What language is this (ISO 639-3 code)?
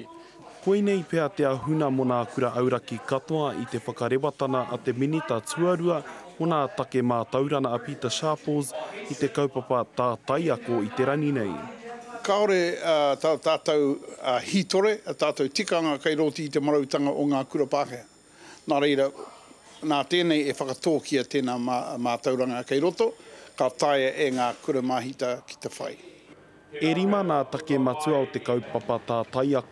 mri